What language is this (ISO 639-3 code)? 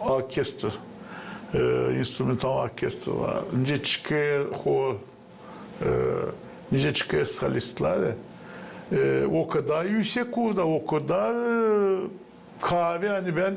gag